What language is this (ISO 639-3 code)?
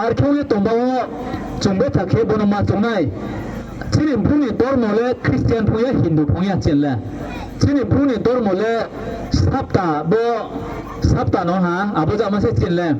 ria